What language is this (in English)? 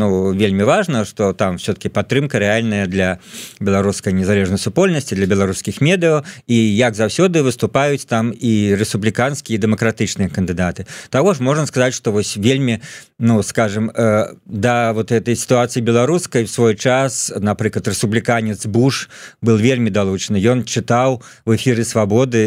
Belarusian